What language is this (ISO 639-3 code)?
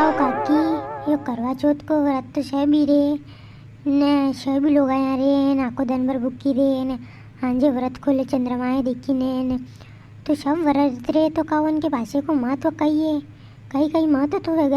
raj